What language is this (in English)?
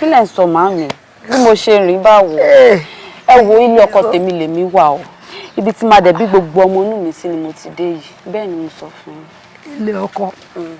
Yoruba